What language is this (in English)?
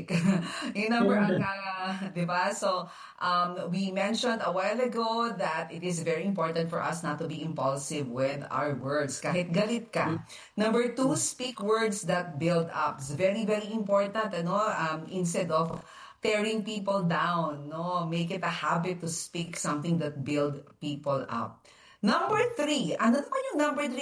Filipino